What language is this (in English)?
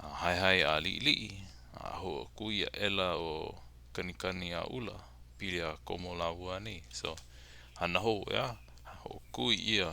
Hawaiian